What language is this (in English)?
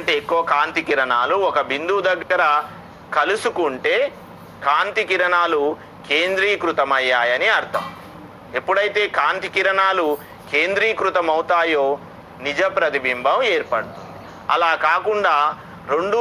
Telugu